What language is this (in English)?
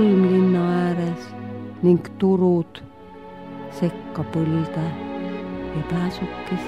Estonian